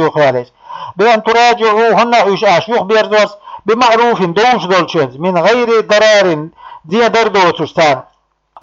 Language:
Chechen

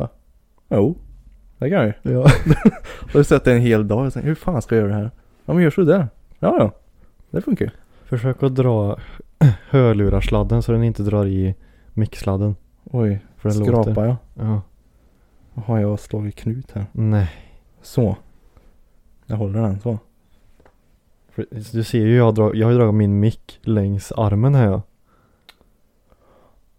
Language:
Swedish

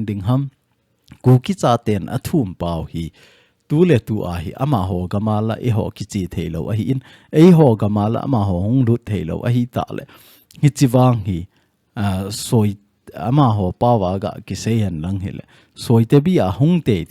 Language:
Thado Chin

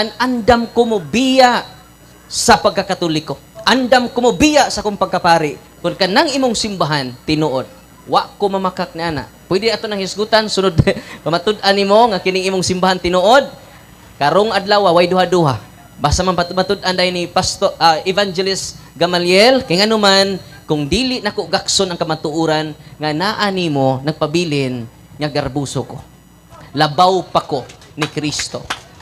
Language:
Cebuano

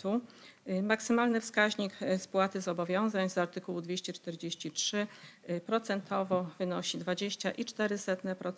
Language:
Polish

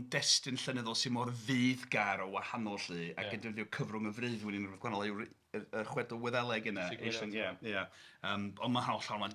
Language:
Welsh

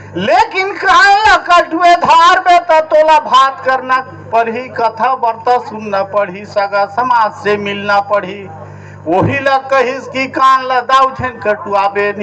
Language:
Chhattisgarhi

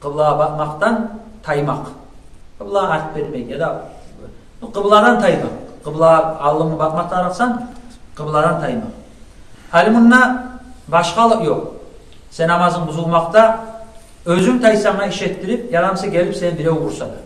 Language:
Kumyk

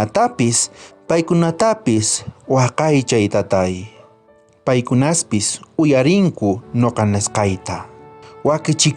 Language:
South Bolivian Quechua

